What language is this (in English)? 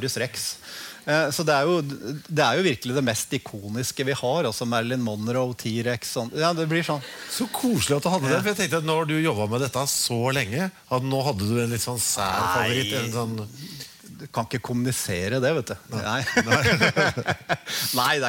Norwegian